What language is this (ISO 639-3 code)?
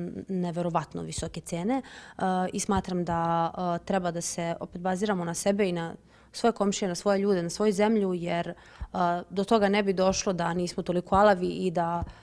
srp